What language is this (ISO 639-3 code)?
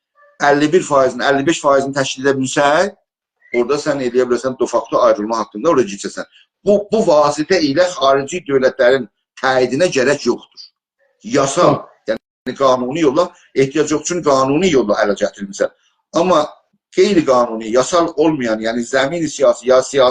azb